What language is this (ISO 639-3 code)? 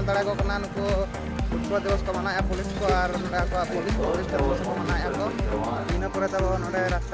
sat